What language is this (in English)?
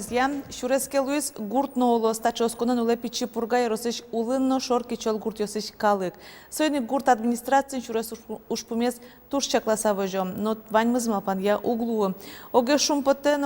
Udmurt